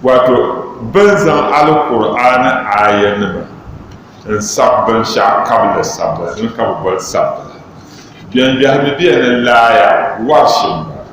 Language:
Dagbani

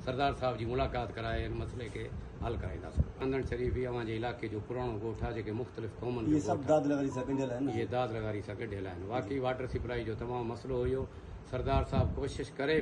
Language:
Sindhi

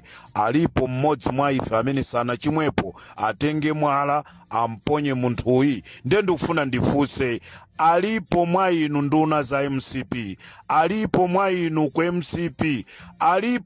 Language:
Nyanja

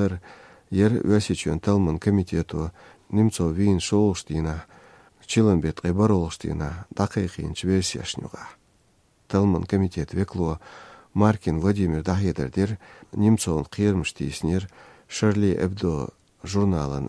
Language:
Chechen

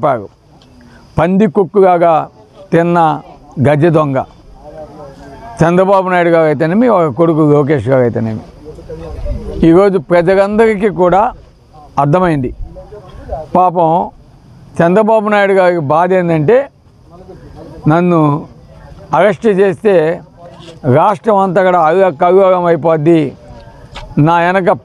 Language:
Telugu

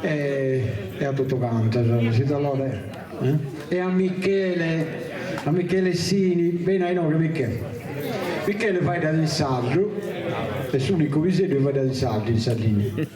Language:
Sardinian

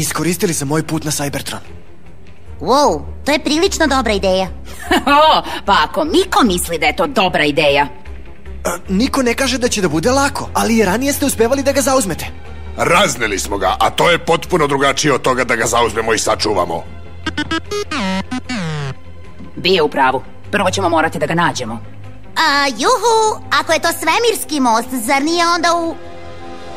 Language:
Serbian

